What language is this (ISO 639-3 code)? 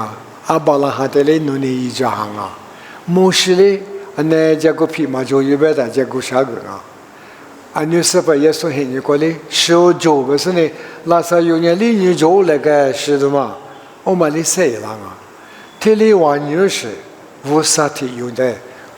lis